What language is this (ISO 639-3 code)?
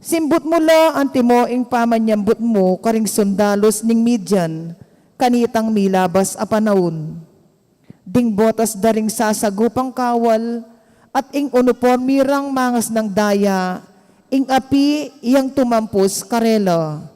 pam